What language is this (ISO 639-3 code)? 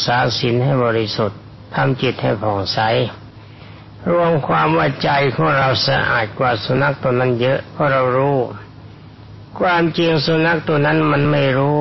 tha